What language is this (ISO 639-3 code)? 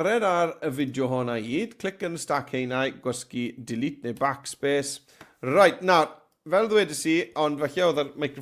cym